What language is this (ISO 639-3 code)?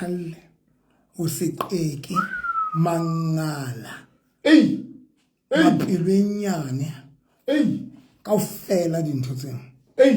sot